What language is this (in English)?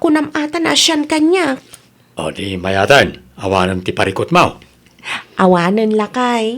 Iloko